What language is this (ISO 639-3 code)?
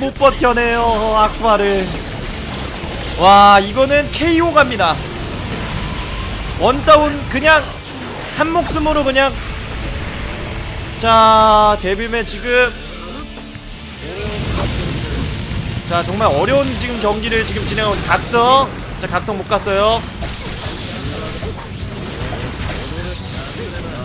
kor